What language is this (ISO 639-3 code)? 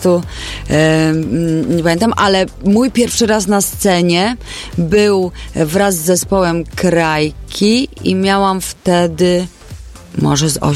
pol